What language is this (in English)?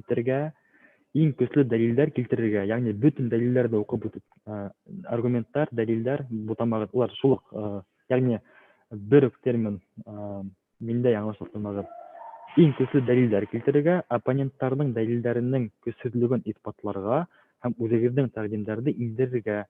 Bashkir